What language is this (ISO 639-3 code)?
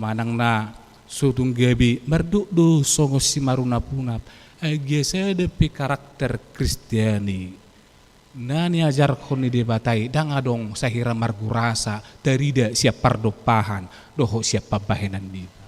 bbc